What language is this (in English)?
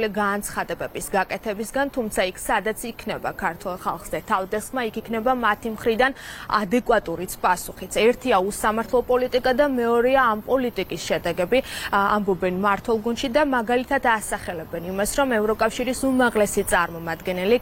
Georgian